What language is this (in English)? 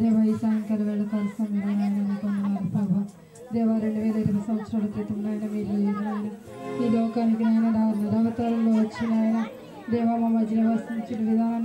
Telugu